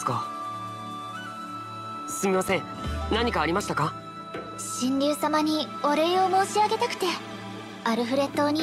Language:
Japanese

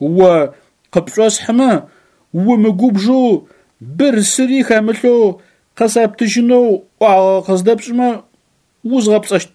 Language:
Adyghe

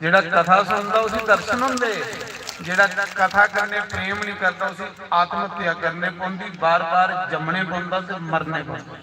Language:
Dogri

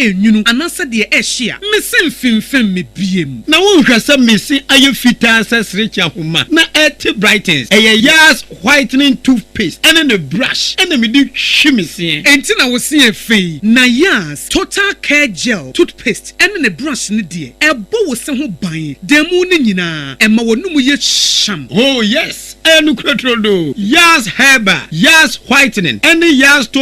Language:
Akan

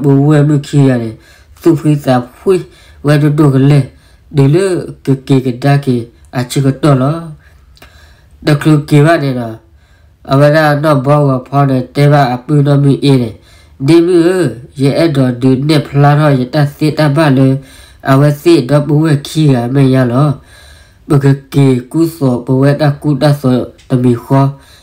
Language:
S'gaw Karen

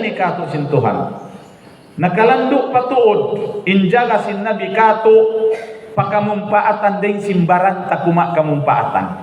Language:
Tausug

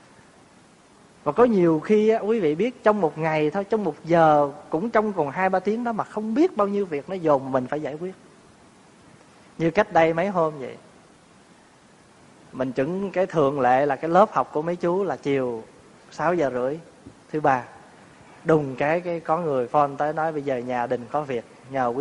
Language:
Vietnamese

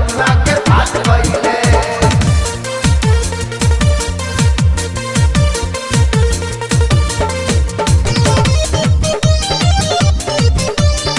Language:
Bhojpuri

